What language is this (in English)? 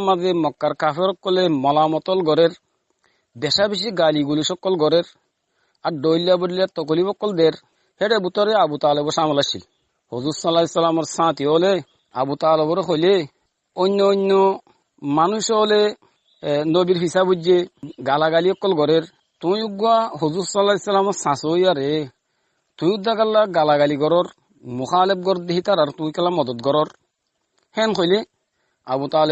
Rohingya